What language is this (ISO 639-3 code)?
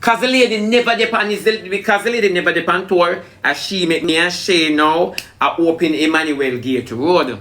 jam